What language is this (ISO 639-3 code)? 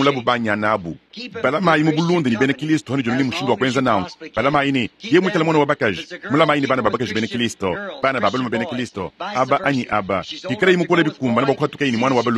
lua